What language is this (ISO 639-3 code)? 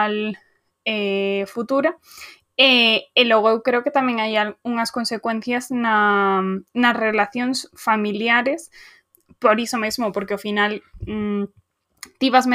glg